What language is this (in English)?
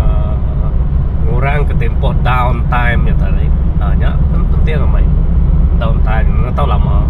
Iban